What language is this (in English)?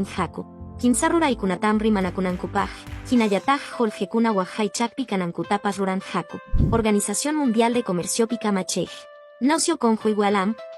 Quechua